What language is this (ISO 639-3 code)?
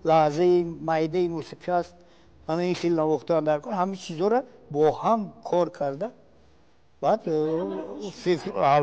tgk